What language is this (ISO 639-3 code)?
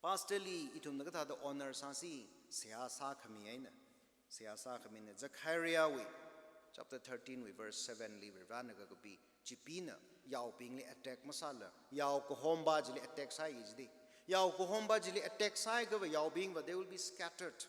nmf